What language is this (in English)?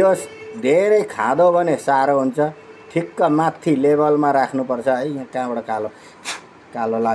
Nepali